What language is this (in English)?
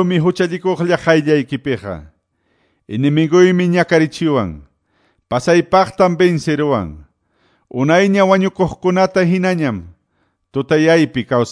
Quechua